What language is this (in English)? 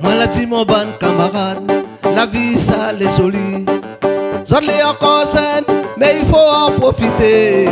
Réunion Creole French